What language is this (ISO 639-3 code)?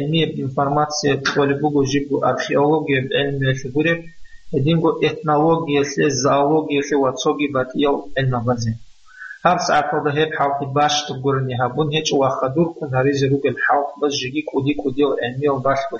ava